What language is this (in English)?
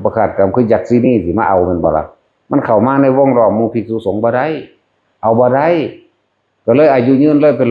Northeastern Thai